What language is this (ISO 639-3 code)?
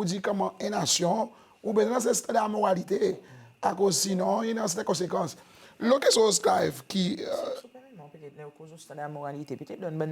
crs